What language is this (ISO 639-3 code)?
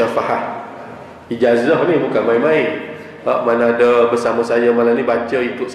msa